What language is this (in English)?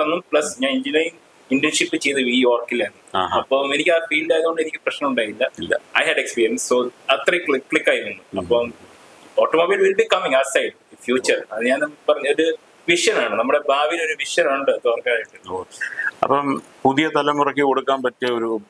Malayalam